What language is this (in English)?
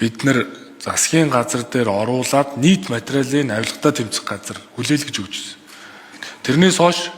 Mongolian